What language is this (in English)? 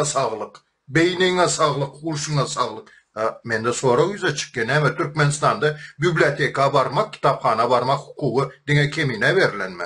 Turkmen